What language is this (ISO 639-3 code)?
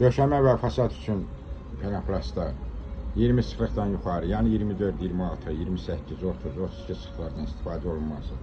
aze